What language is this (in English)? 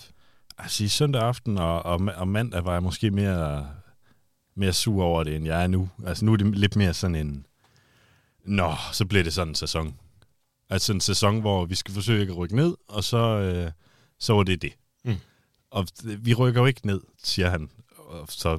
Danish